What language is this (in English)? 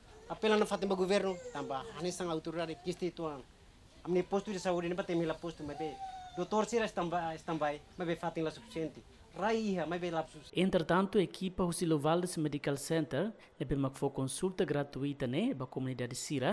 Tetum